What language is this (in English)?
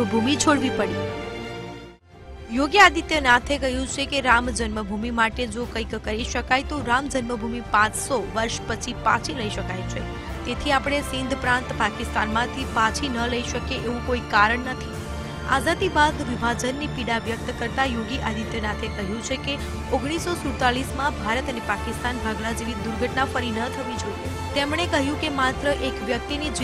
Gujarati